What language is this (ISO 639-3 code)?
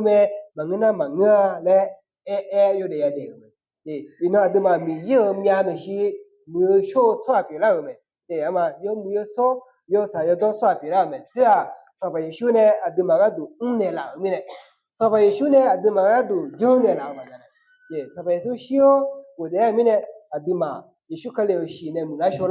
ahk